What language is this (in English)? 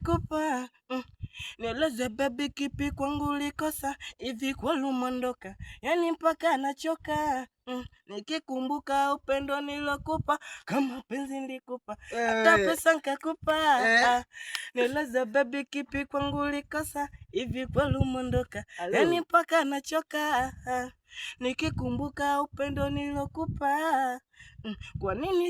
Swahili